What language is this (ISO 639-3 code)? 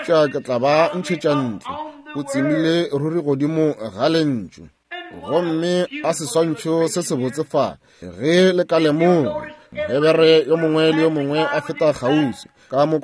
nso